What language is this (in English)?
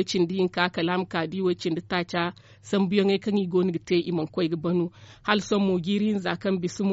Zarma